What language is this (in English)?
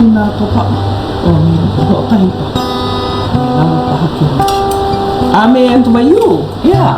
Hawaiian